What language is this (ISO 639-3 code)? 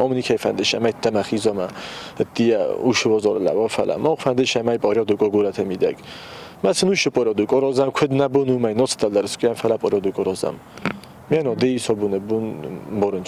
oss